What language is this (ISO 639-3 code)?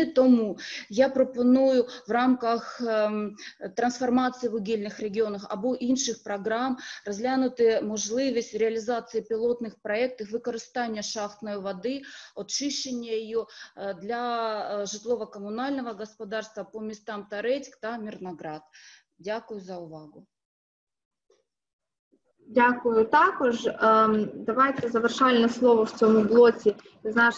ukr